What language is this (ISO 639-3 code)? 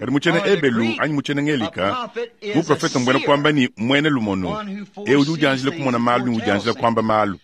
lua